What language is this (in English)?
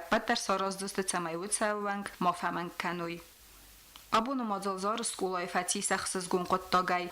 Ossetic